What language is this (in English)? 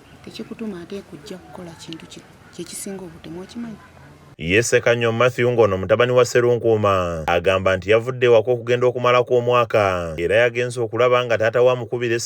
Ganda